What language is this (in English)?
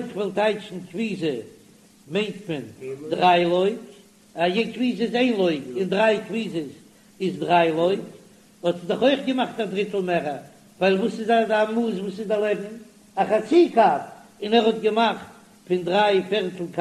Yiddish